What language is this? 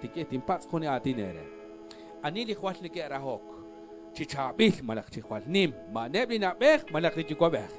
Kekchí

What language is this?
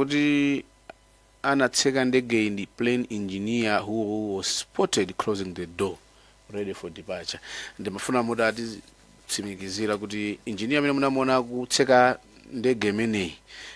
Nyanja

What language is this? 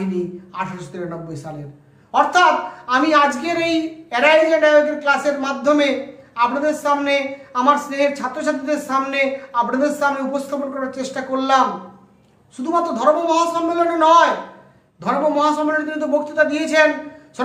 Bangla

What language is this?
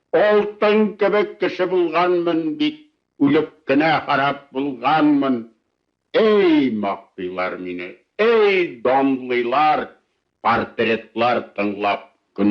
Bashkir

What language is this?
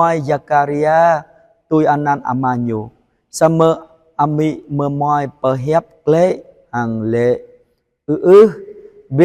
Jarai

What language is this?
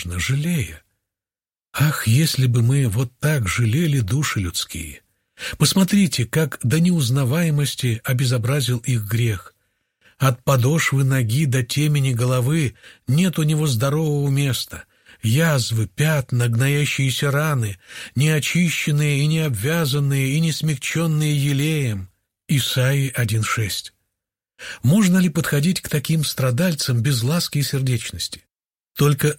Russian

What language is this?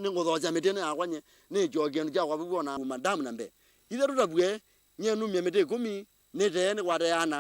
Kamba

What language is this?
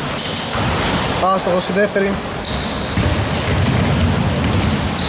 Greek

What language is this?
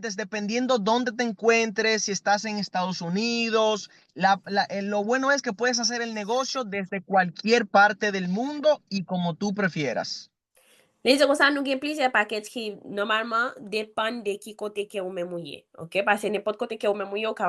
Haitian Creole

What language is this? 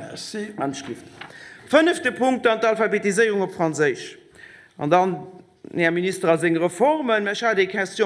Luxembourgish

